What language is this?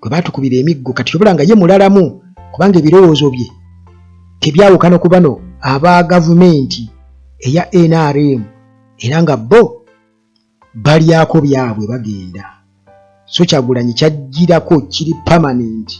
Ganda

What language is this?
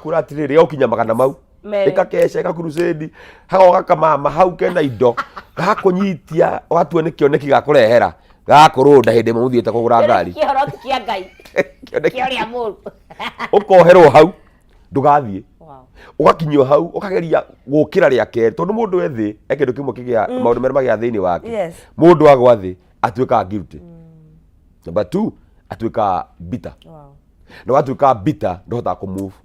Kikuyu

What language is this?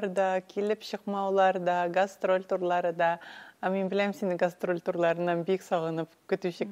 Tatar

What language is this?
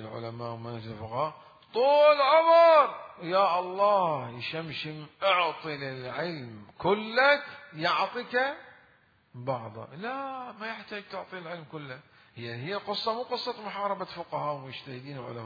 Mesopotamian Arabic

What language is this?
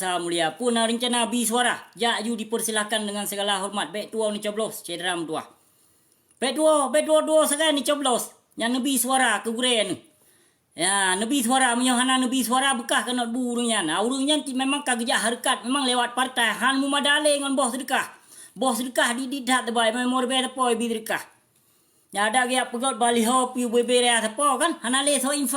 Achinese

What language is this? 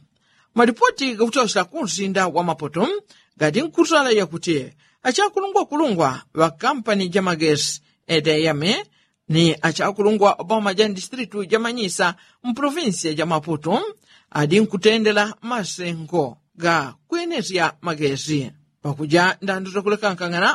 Yao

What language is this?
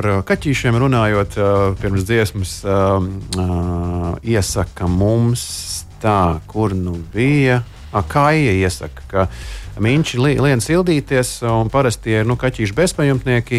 Latvian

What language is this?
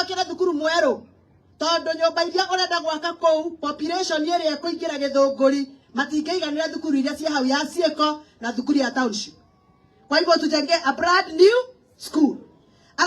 Kikuyu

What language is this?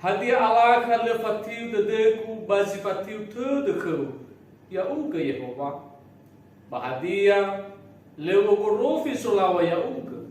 Nias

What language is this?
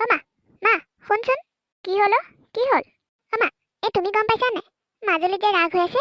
Assamese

